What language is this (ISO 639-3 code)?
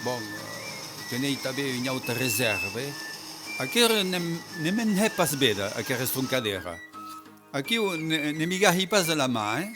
oci